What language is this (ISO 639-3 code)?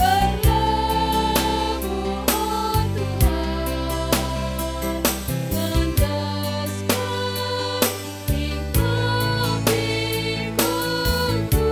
btx